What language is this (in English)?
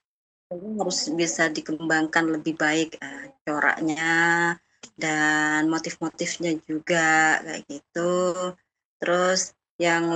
Indonesian